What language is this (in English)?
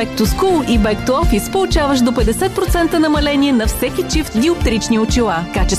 Bulgarian